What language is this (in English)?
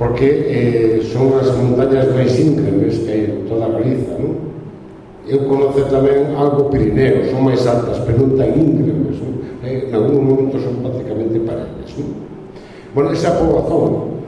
Galician